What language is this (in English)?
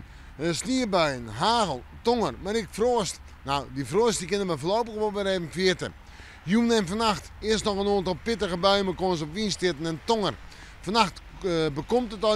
Western Frisian